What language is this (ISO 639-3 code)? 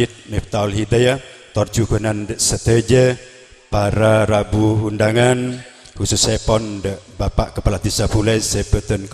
mad